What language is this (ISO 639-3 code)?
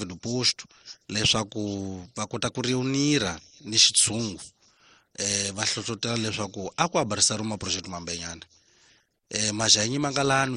tso